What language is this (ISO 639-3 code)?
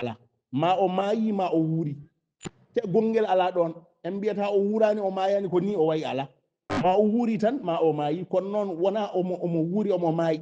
ful